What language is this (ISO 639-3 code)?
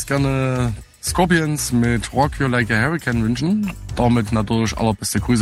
deu